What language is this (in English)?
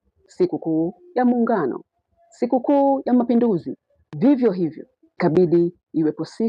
Swahili